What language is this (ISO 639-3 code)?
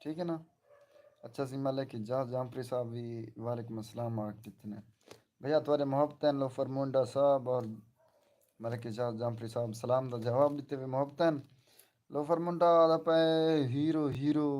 skr